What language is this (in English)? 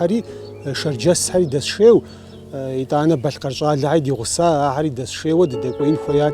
Kabardian